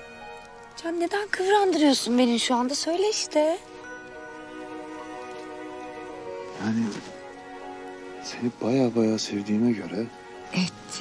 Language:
Turkish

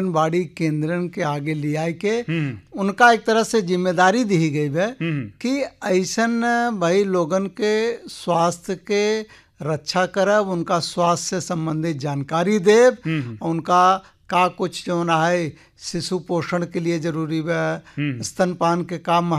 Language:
Bhojpuri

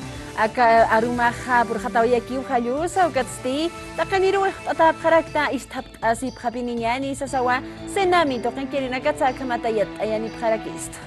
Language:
Aymara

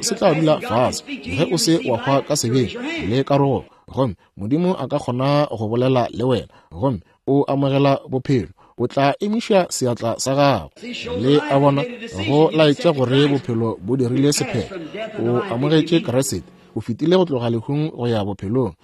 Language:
Northern Sotho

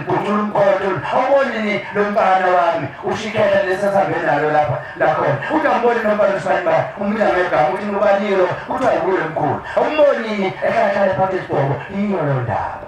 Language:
Zulu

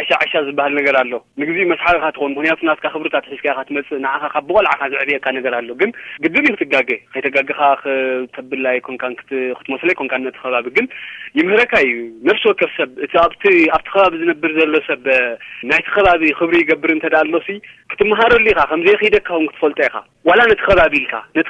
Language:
Tigrinya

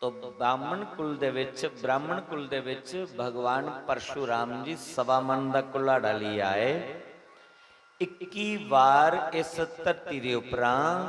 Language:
Dogri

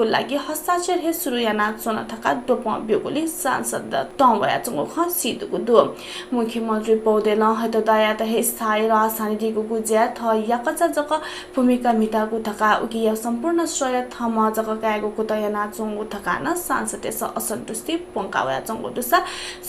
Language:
Newari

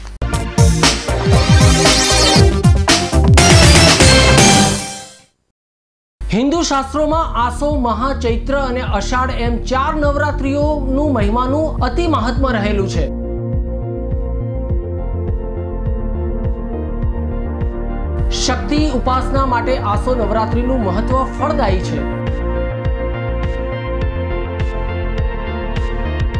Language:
Gujarati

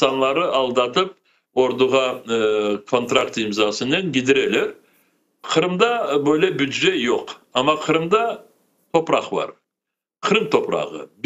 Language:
Crimean Tatar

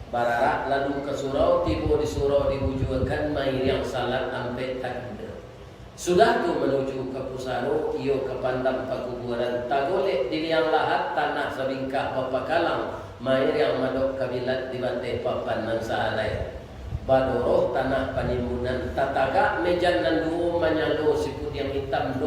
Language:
Minangkabau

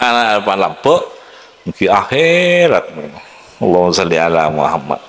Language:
Madurese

